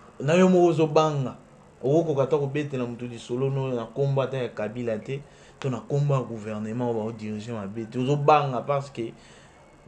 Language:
Lingala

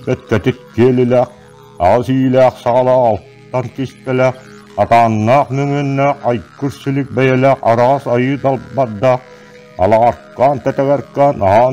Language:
Yakut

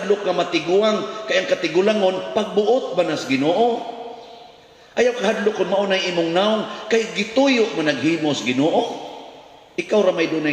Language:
Cebuano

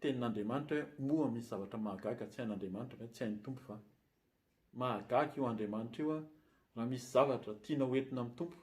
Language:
Malagasy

